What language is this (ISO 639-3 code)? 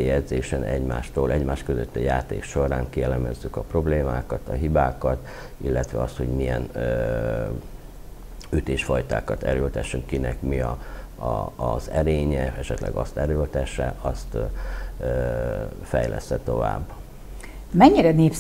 hun